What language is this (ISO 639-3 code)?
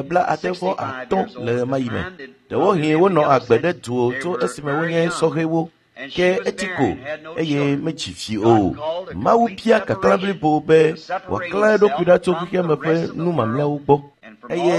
ewe